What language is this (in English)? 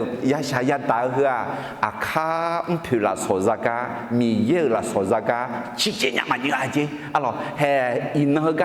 Akha